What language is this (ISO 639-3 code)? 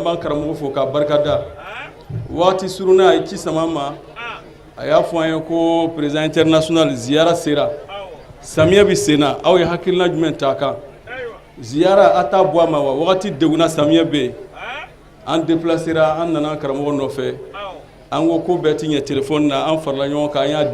bam